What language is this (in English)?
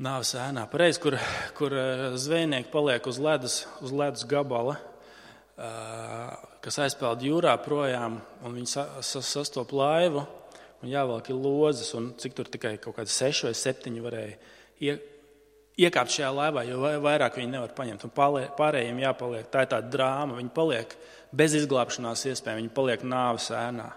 Latvian